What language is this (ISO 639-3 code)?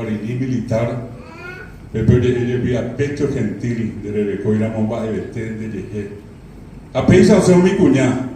grn